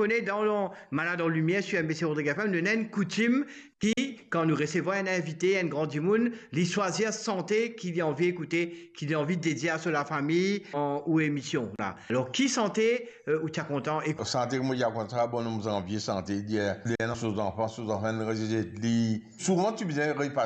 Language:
Morisyen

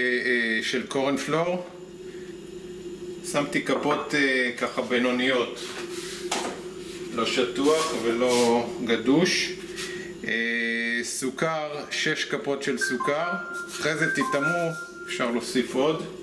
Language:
Hebrew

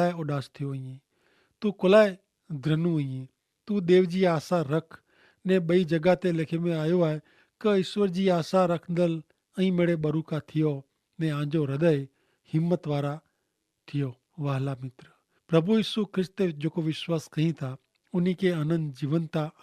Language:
Kachhi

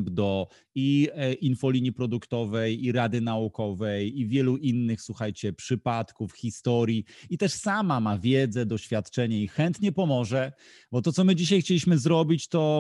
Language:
Polish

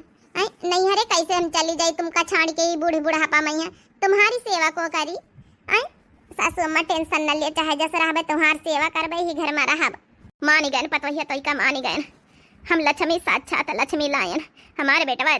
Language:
Awadhi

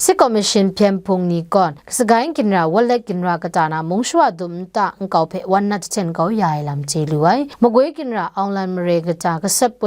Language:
Kachin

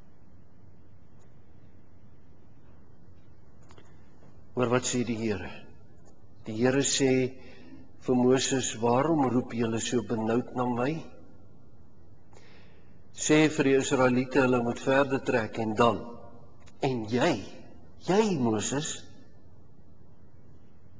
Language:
Afrikaans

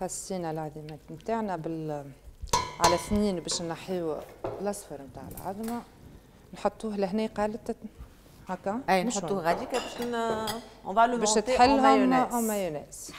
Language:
Tunisian Arabic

